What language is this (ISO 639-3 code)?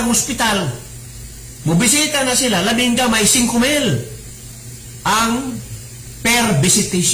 ceb